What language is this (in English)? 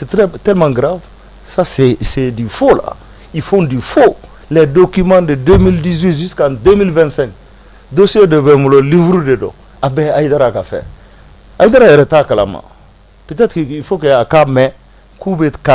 Bambara